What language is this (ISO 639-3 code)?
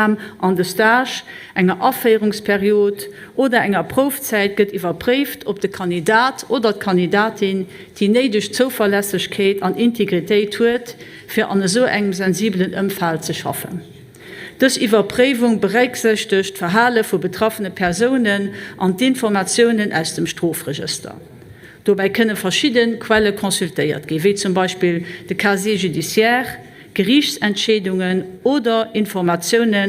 ltz